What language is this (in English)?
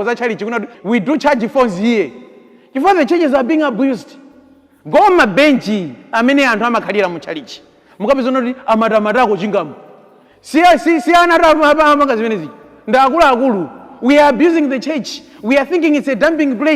Nyanja